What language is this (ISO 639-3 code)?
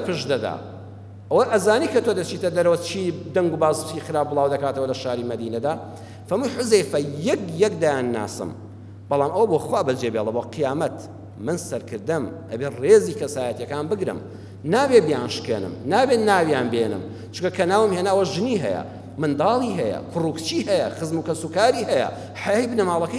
ckb